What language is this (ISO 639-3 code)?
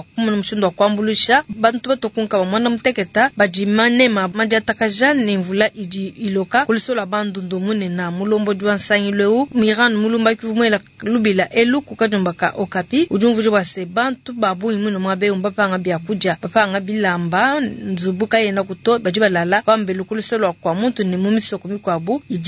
lua